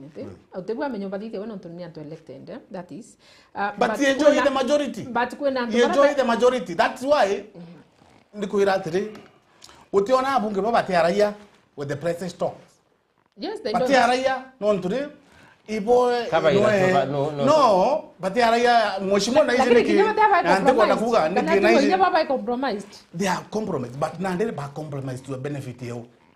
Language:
Meru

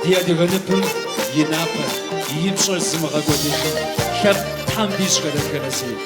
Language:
Kabardian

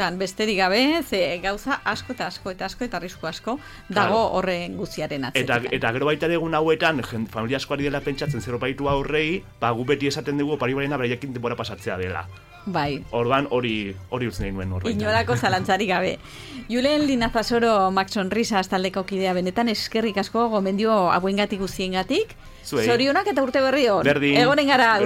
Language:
Basque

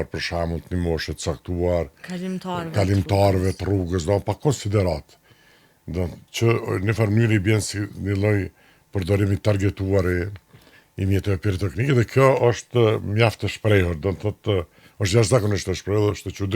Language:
Albanian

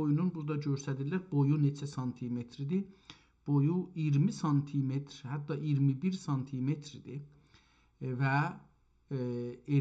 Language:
South Azerbaijani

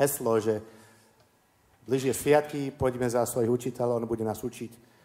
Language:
Slovak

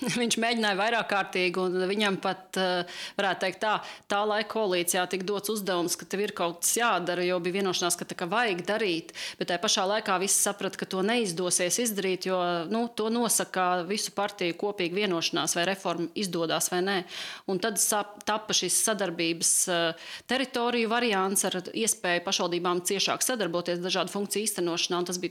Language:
Latvian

